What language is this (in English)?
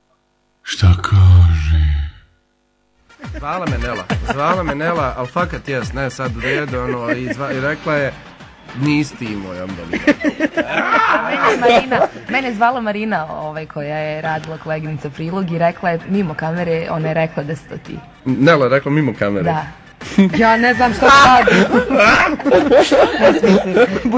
Bosnian